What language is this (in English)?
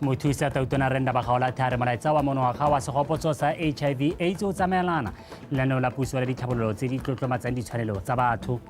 Tswana